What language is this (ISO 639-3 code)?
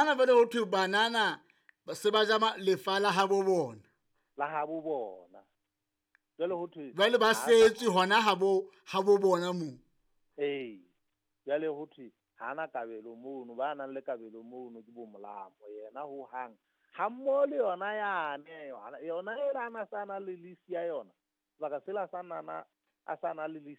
sot